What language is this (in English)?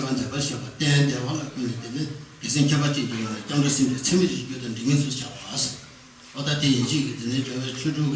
Tibetan